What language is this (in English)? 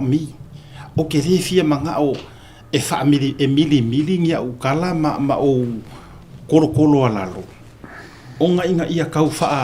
Samoan